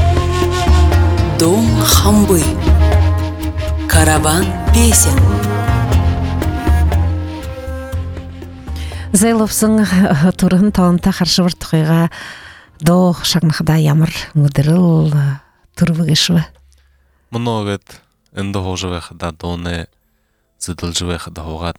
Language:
Buriat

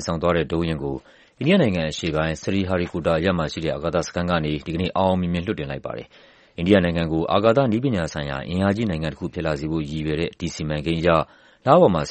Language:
Burmese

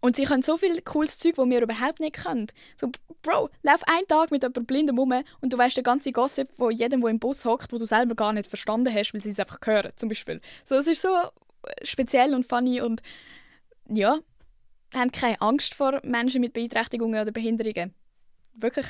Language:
Swiss German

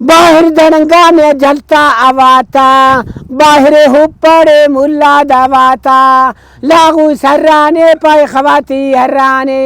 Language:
Brahui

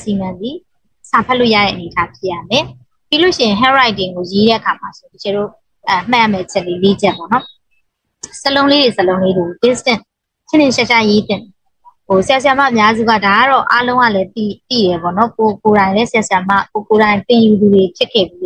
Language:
Burmese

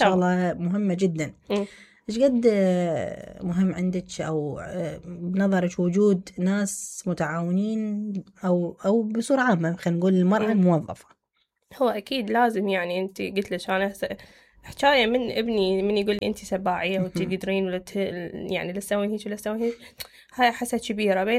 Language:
Mesopotamian Arabic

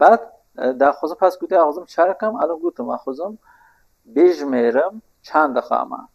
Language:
Kurdish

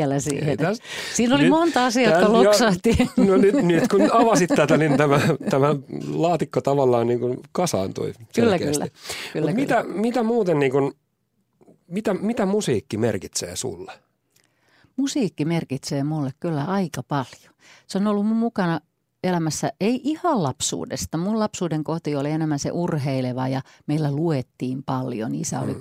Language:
Finnish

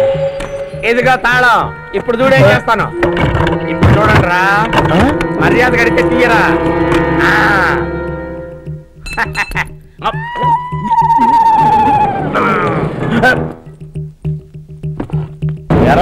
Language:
Telugu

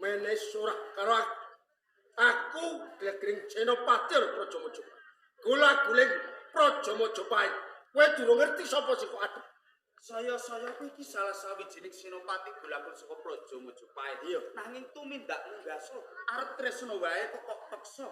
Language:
Javanese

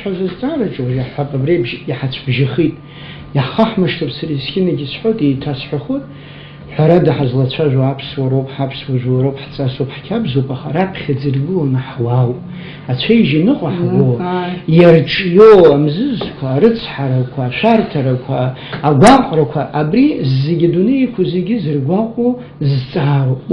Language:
Abkhazian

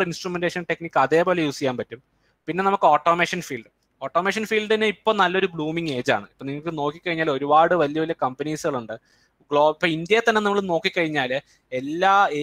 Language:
Malayalam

